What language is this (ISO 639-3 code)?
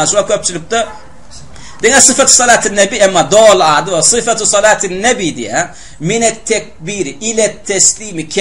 tuk